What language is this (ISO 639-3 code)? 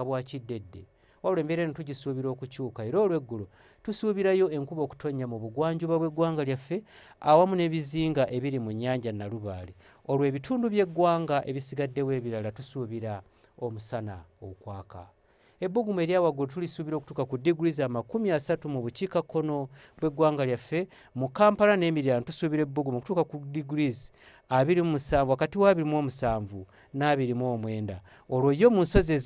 lug